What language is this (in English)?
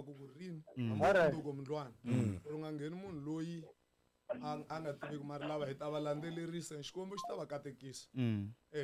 Tsonga